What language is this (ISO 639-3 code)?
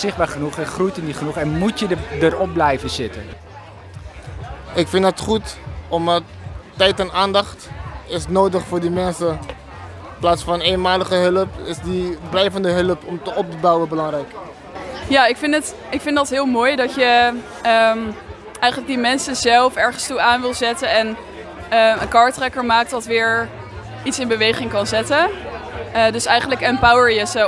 nld